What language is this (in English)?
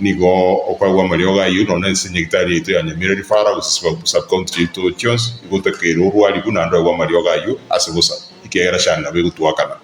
Gusii